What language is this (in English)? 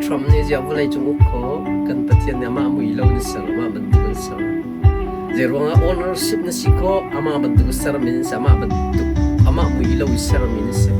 Hakha Chin